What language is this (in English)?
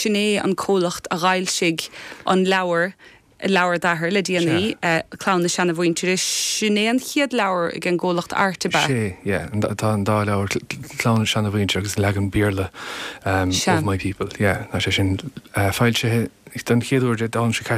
Irish